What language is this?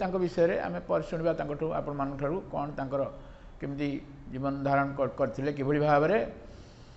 Odia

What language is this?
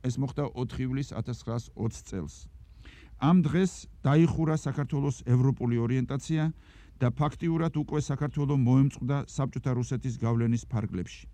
Georgian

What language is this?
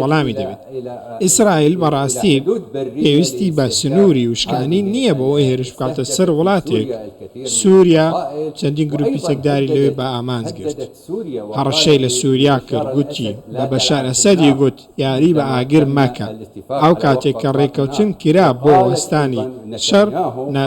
Central Kurdish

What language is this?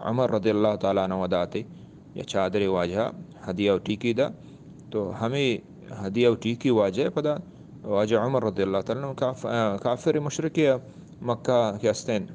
Eastern Balochi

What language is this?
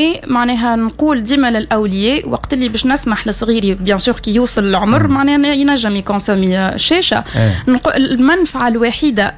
Tunisian Arabic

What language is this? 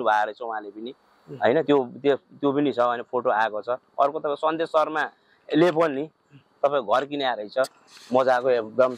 Nepali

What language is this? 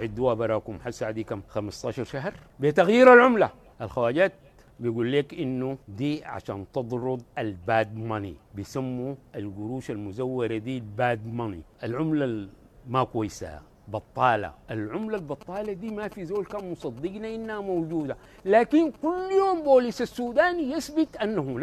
Sudanese Arabic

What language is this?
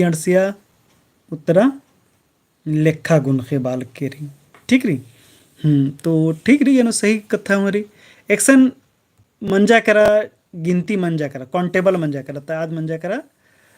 Kurukh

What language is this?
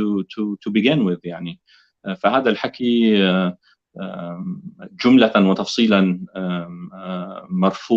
North Levantine Arabic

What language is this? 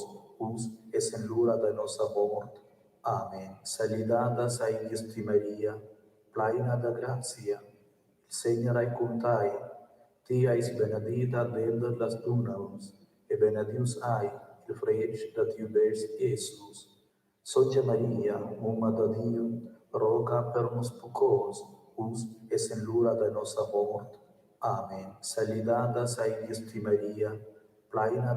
Romansh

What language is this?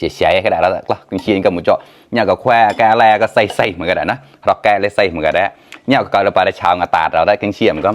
Mon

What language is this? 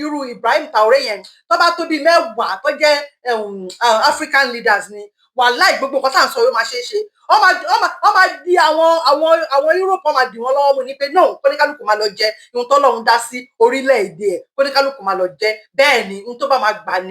Yoruba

